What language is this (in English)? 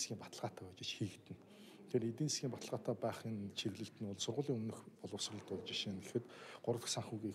Mongolian